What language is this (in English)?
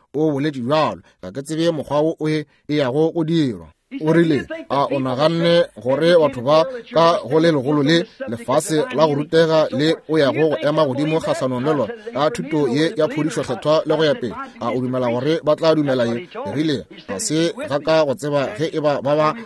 Northern Sotho